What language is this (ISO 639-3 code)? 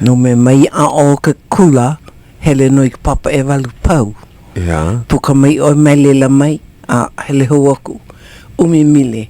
haw